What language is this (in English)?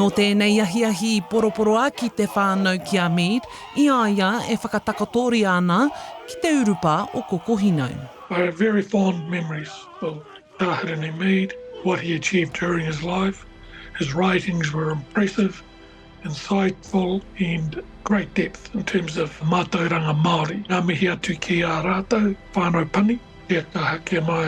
Māori